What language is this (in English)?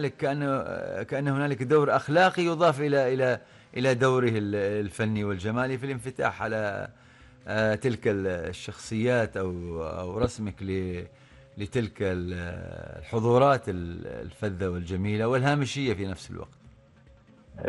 Arabic